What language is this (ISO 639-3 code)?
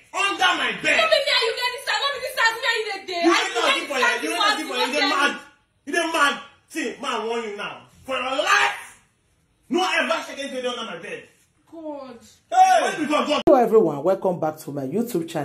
pcm